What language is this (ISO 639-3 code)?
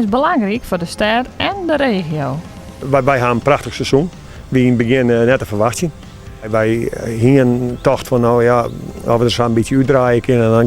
fry